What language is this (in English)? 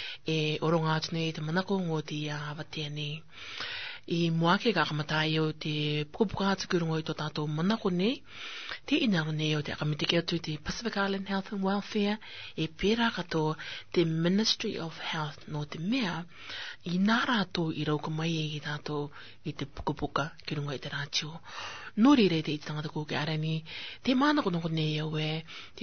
Rarotongan